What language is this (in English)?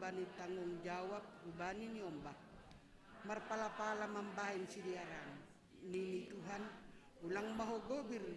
Batak Simalungun